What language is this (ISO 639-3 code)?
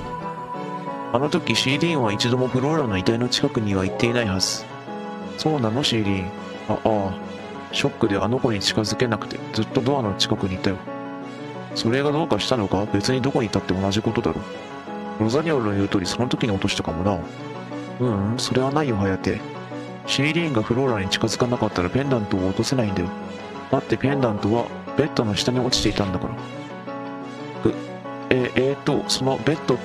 jpn